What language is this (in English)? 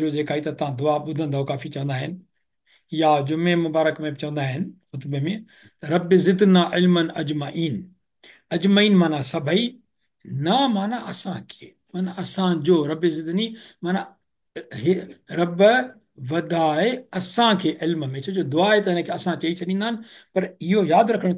Sindhi